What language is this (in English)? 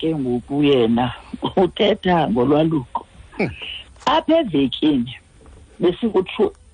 Xhosa